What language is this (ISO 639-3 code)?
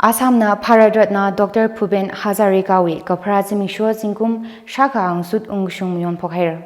nmf